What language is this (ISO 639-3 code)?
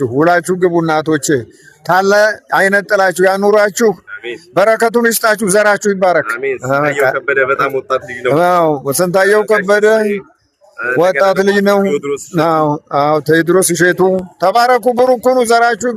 amh